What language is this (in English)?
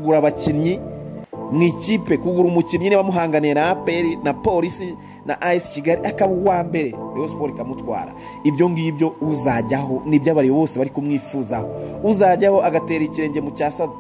Kinyarwanda